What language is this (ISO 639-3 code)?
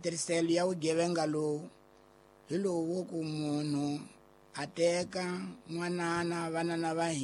tso